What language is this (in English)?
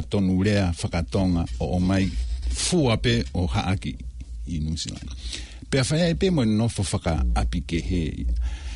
Tongan